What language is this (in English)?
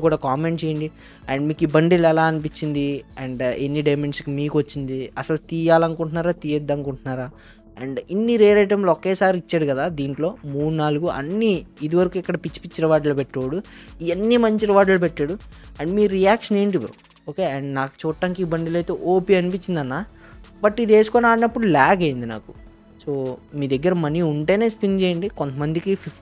Telugu